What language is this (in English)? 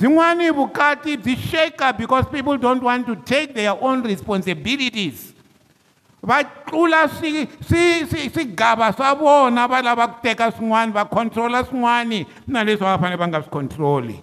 Tsonga